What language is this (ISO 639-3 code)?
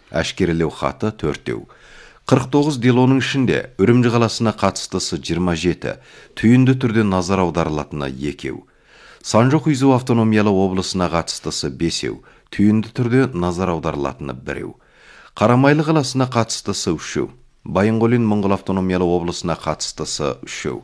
kaz